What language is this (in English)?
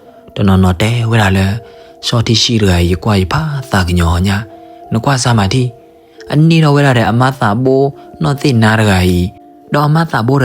S'gaw Karen